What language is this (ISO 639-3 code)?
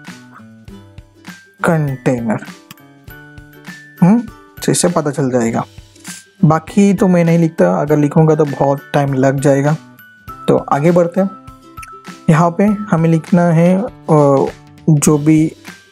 hin